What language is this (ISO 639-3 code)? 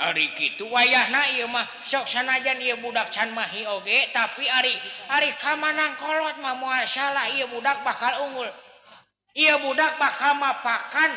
sun